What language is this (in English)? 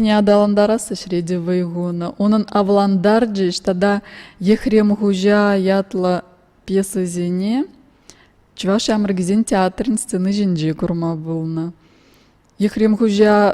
Chuvash